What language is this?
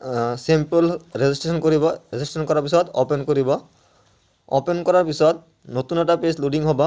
Assamese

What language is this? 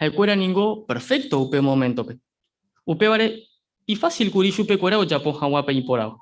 Guarani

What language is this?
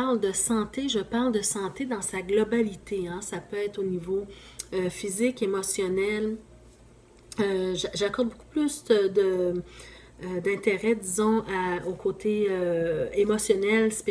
French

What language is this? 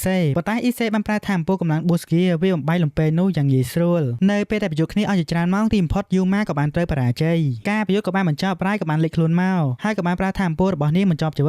Khmer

